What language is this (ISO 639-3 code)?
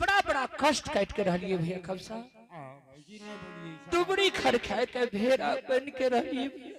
anp